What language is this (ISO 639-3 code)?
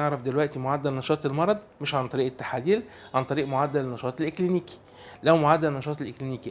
arz